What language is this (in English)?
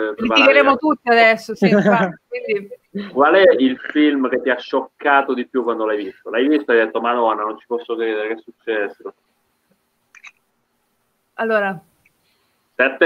Italian